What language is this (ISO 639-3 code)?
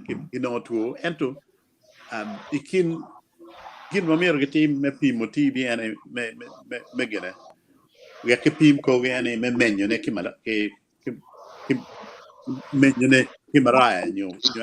ach